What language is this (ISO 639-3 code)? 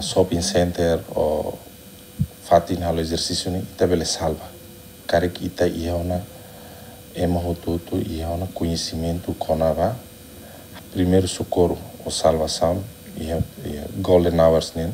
tet